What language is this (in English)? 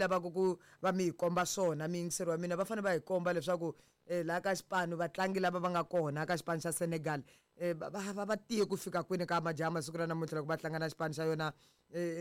Tsonga